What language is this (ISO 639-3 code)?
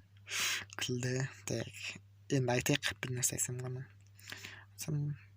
kaz